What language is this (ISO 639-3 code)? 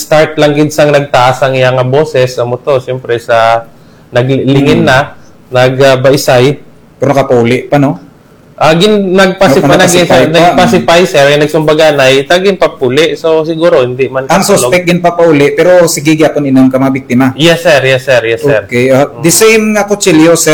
krj